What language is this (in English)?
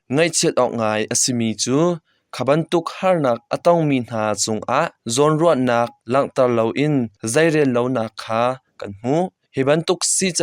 Hakha Chin